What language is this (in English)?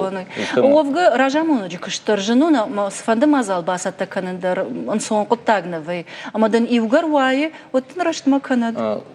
Ossetic